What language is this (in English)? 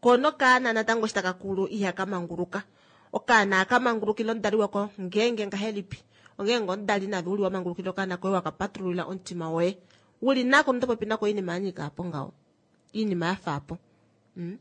Kuanyama